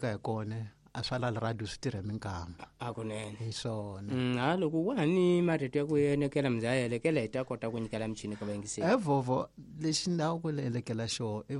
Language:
Tsonga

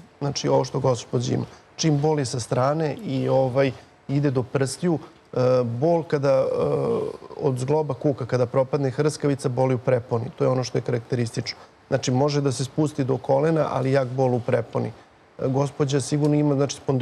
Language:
Serbian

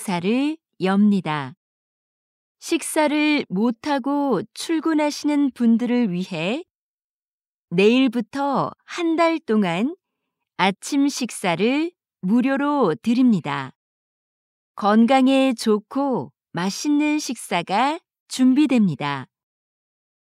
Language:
Korean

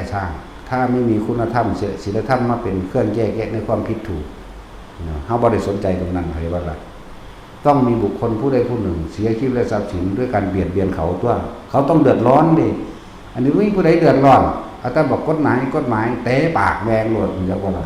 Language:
Northeastern Thai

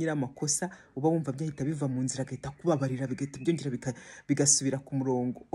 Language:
Kinyarwanda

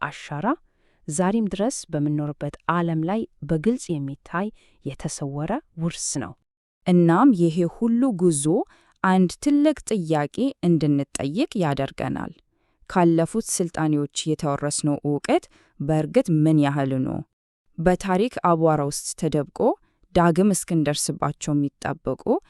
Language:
Amharic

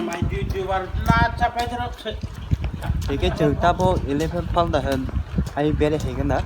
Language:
Kok Borok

